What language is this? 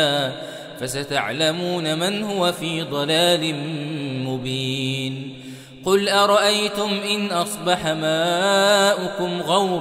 Arabic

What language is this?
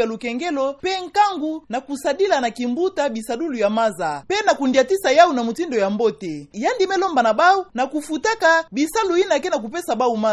Kituba (Democratic Republic of Congo)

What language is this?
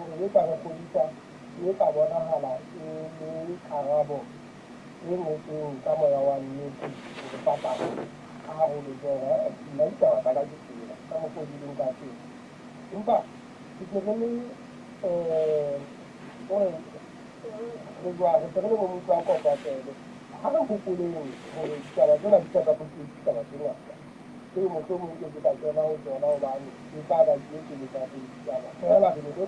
Southern Sotho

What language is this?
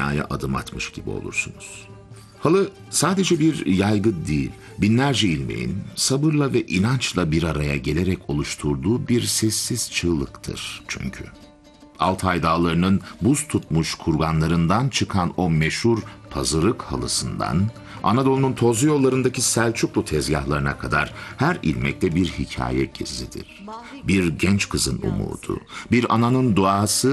Turkish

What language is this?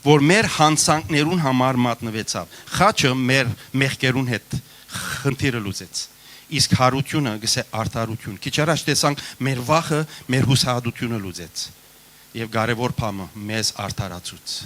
Western Armenian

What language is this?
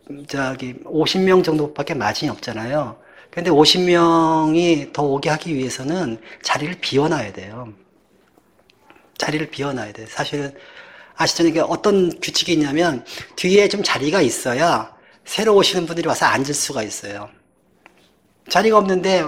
Korean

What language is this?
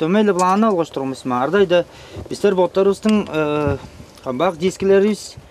Tuvinian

